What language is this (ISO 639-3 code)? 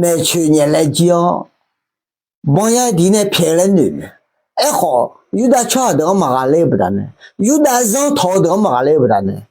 ahk